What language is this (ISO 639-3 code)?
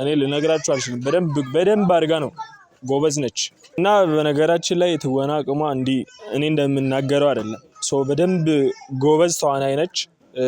amh